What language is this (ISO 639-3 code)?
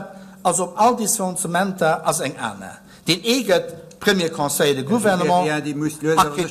ltz